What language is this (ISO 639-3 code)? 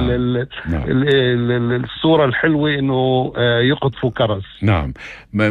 apc